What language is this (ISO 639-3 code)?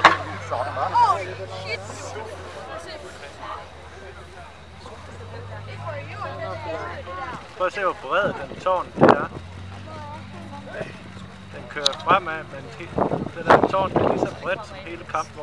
dan